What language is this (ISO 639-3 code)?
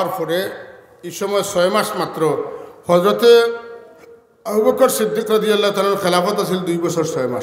syl